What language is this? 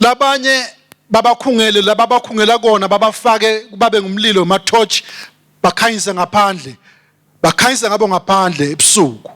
Swati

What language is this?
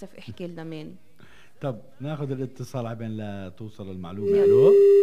North Levantine Arabic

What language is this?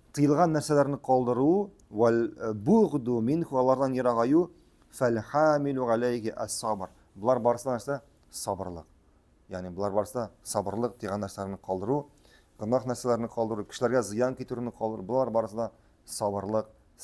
Tatar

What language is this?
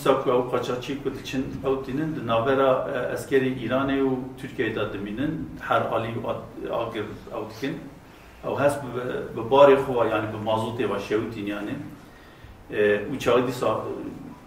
Kurdish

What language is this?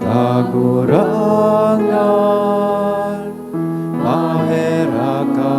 Bikol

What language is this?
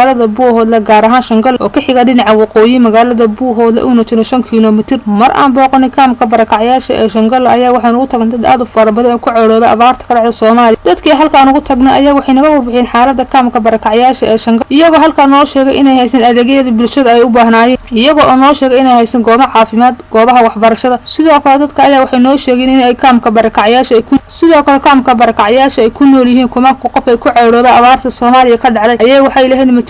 Somali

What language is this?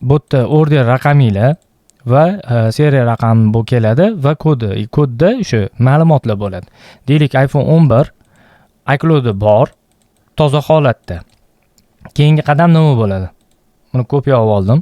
Uzbek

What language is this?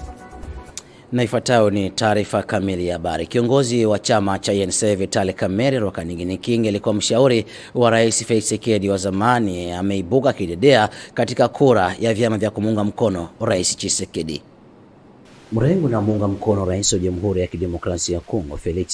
Swahili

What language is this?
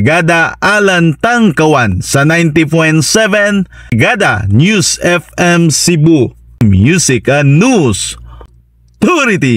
Cebuano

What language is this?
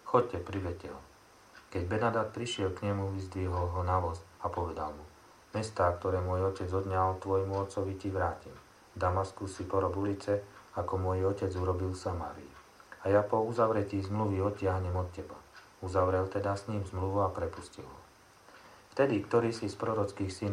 Slovak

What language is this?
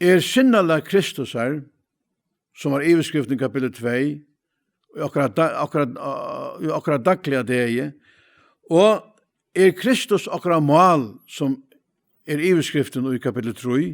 Faroese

